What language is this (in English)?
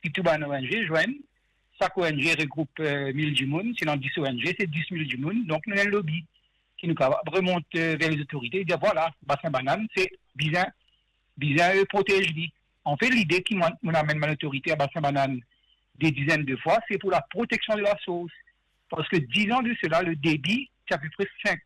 Morisyen